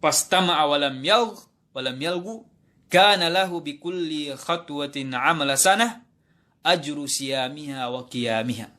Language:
Yakan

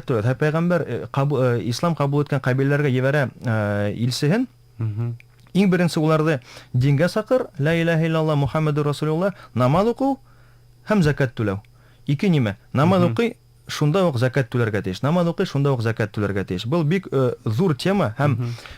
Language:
Bashkir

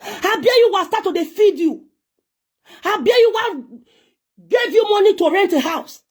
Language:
Nigerian Pidgin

